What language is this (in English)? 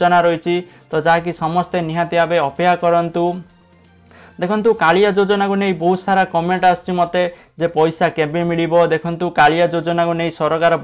Odia